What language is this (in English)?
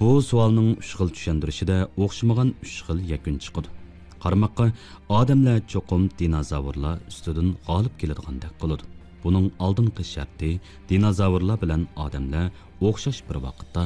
Uyghur